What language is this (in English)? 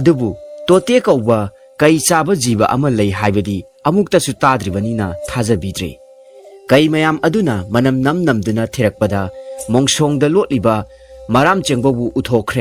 Manipuri